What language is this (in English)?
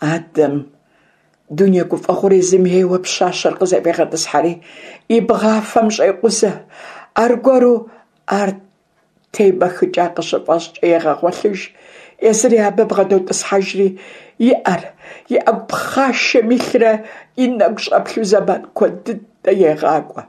Kabardian